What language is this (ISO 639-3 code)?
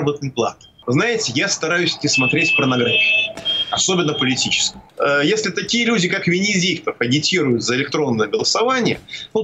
rus